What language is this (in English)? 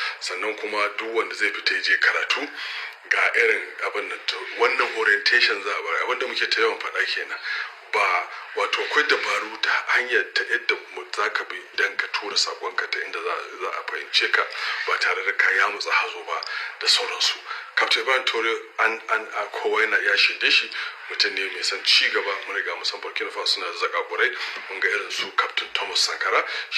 Hausa